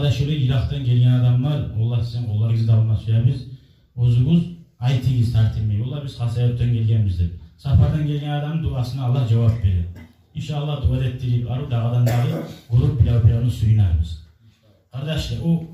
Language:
Kumyk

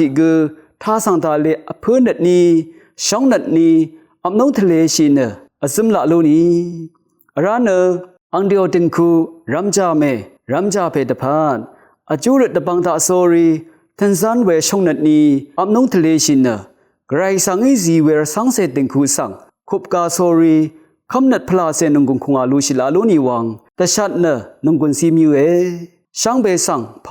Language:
Rawang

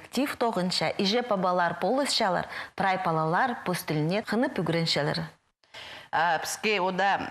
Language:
Khakas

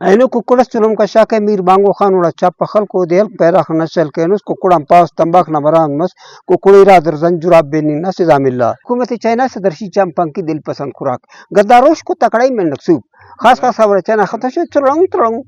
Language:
Brahui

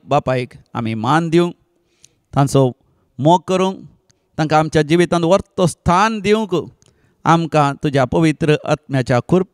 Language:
Konkani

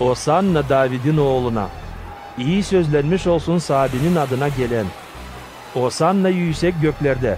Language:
Gagauz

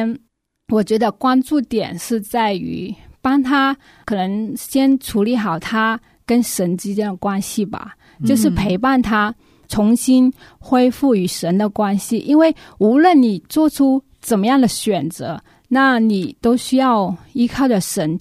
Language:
Chinese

